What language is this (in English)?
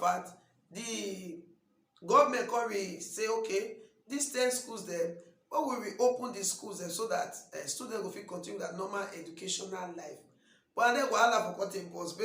Nigerian Pidgin